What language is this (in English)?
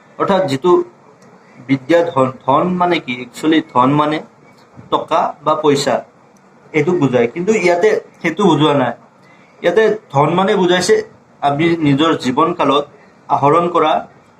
Assamese